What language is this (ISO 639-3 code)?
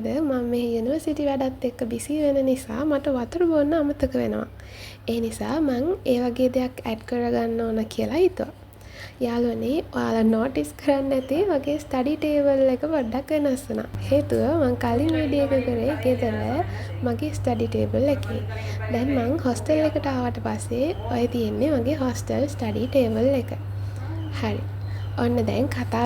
sin